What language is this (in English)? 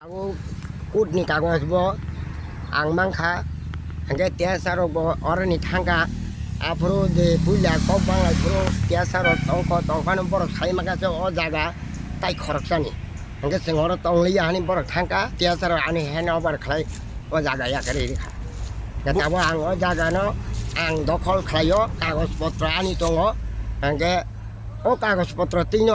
Kok Borok